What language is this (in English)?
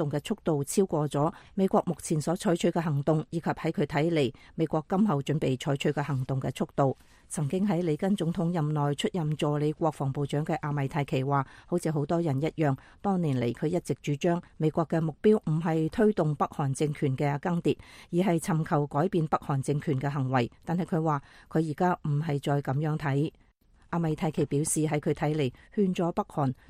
Cantonese